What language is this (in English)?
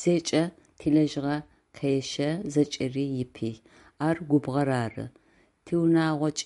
Adyghe